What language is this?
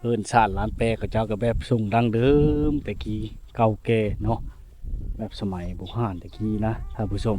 Lao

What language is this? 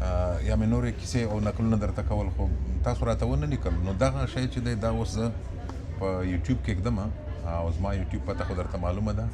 Pashto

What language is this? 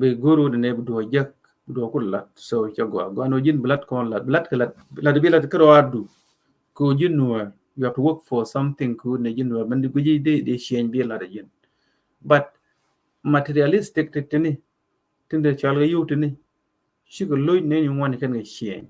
Nuer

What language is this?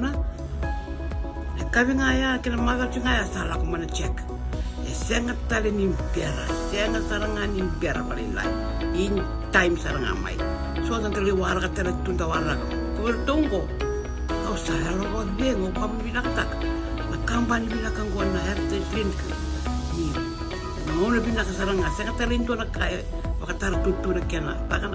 Fijian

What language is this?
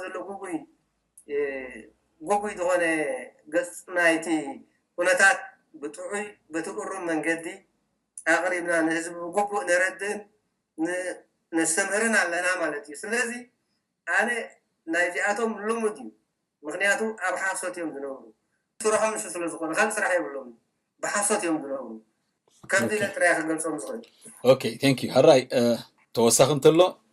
Tigrinya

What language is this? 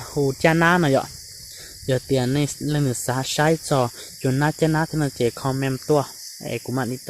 Hmong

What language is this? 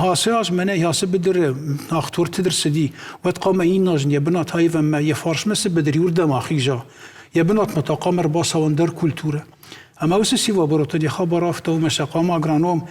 Ossetic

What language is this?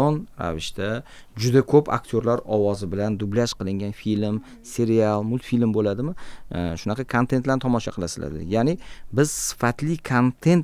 Uzbek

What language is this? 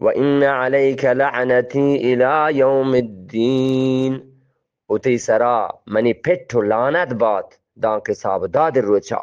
Eastern Balochi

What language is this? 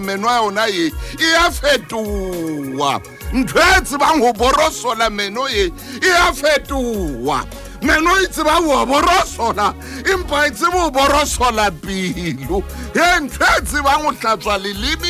Southern Sotho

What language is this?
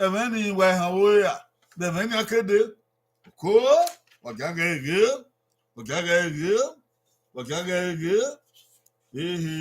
Bini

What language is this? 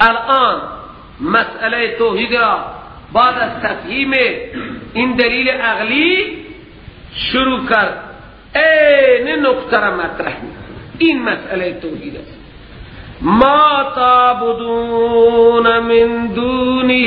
Persian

